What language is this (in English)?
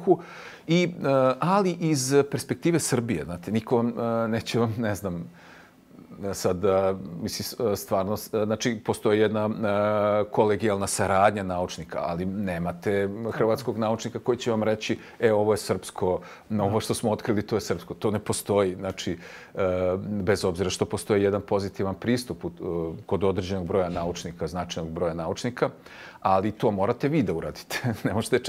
Serbian